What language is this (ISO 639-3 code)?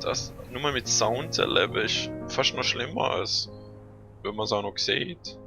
gsw